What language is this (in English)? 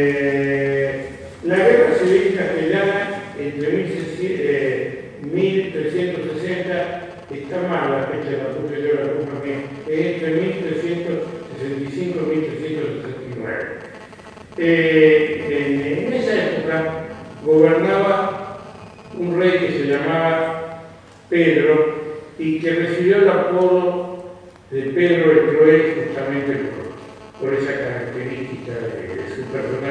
Ladino